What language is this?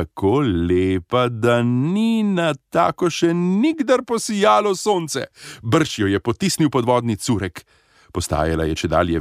Slovenian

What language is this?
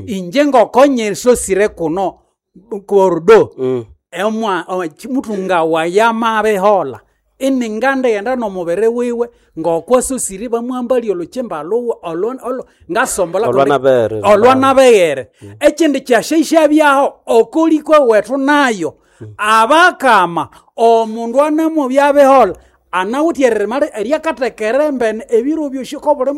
Nande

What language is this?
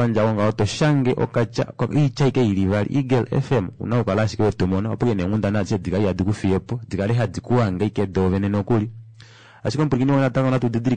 Kuanyama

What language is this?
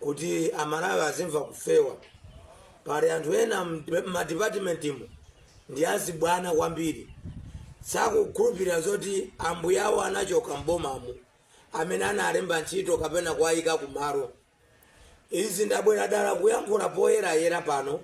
Nyanja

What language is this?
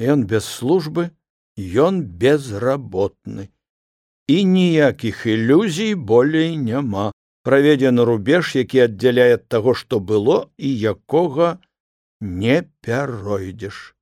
Belarusian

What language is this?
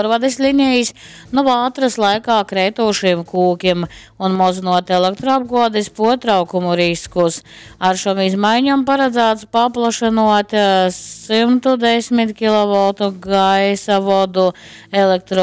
Latgalian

